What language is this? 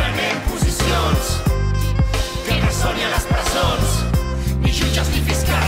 Catalan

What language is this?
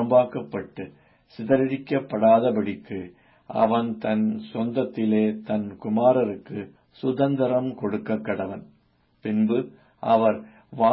Tamil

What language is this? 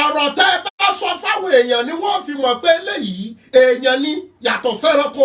Yoruba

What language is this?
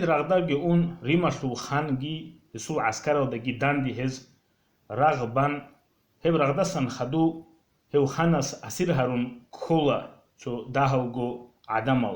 Avaric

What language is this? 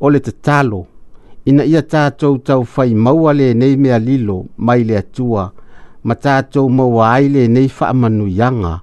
Samoan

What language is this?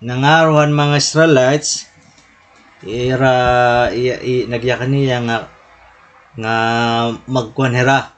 Waray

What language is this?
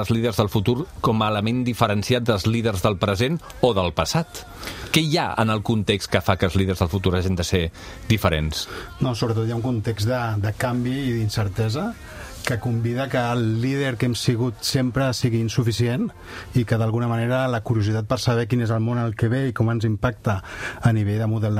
Catalan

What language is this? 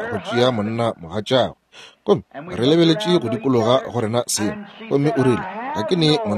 Northern Sotho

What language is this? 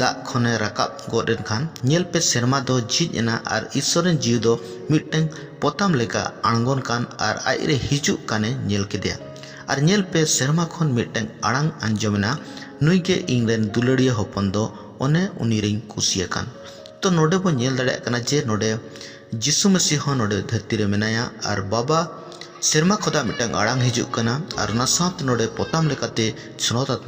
Santali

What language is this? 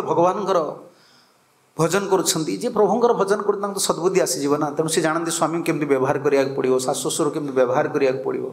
Odia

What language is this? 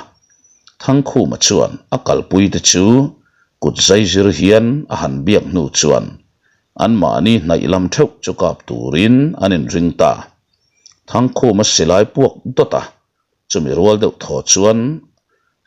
Mizo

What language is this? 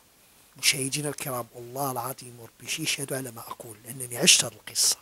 Moroccan Arabic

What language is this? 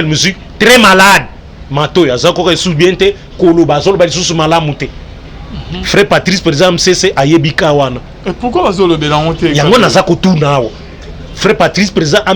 Lingala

